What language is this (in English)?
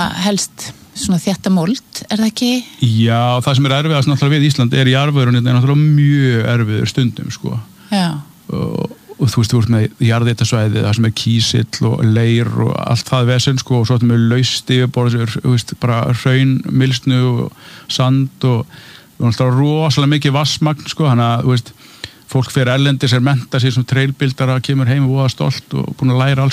Icelandic